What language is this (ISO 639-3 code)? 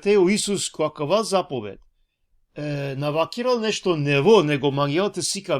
rmn